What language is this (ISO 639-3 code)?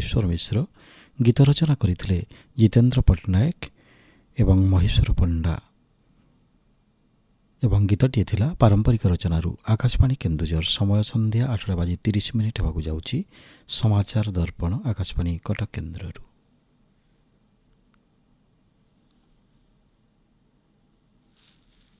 ori